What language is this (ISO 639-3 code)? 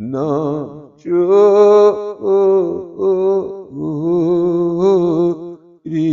kas